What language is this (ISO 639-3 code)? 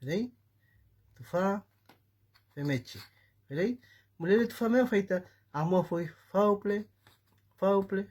arn